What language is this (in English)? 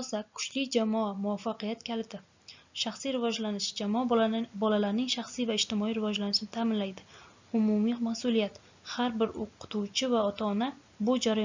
Uzbek